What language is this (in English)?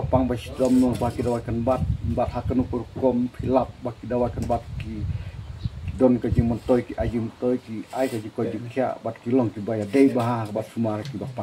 Khasi